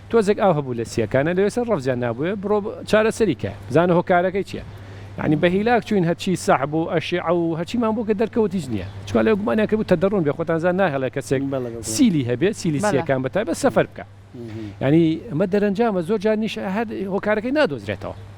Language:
Central Kurdish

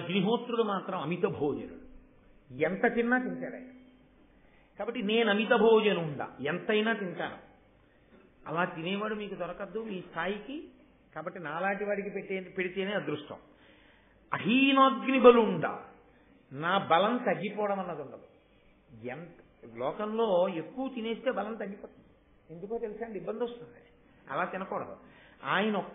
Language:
Telugu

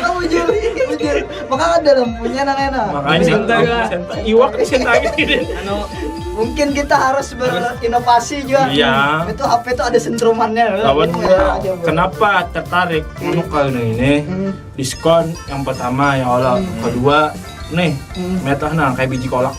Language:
Banjar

